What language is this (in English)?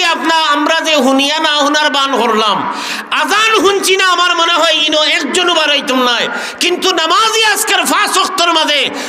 Sylheti